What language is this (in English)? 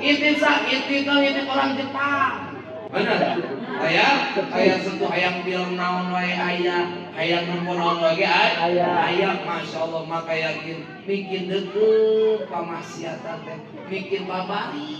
Sundanese